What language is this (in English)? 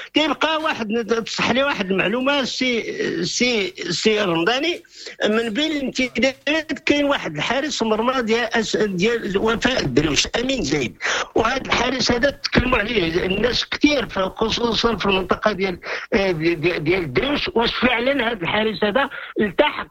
Moroccan Arabic